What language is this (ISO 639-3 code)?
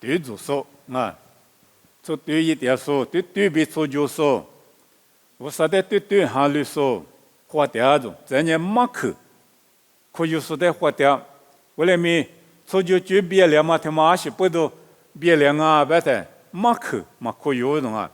lis